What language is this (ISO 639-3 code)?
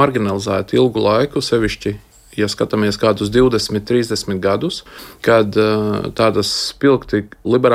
lav